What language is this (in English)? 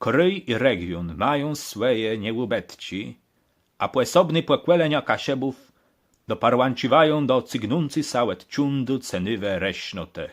Kashubian